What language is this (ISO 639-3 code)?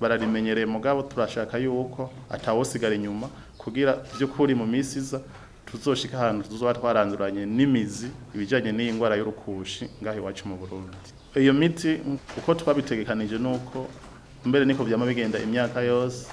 run